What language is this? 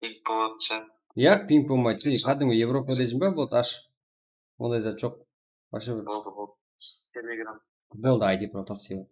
Kara-Kalpak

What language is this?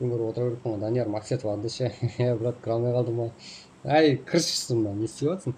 Kara-Kalpak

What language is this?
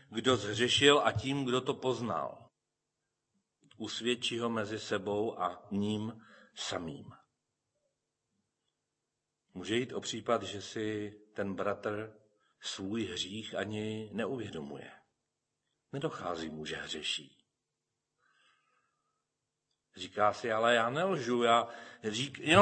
Czech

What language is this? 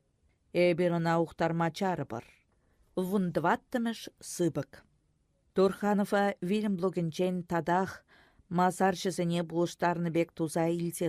Chuvash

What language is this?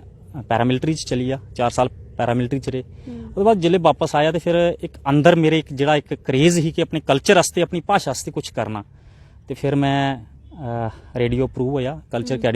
Dogri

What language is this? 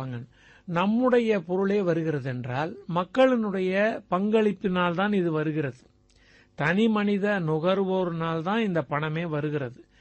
Tamil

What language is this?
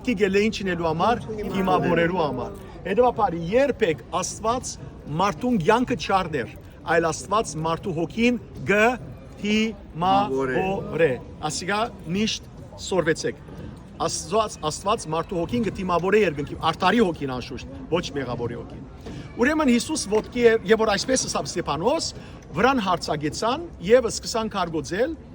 Western Armenian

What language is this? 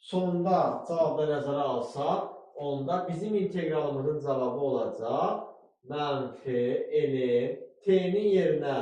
Azerbaijani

